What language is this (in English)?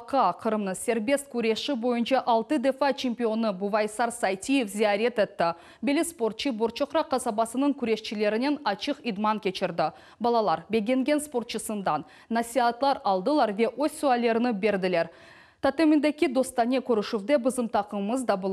Crimean Tatar